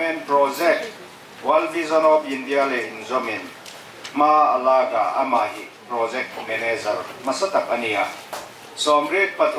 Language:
Hmar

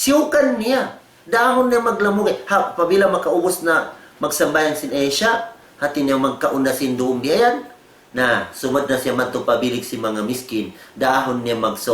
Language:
Tausug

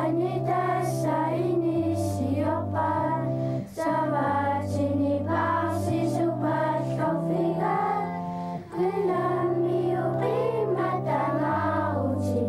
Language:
Kalaallisut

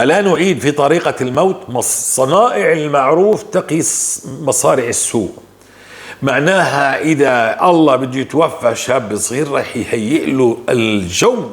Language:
North Levantine Arabic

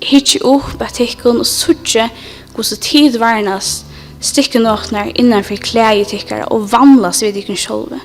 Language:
Faroese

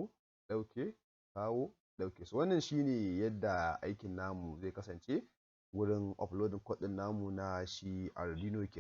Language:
Hausa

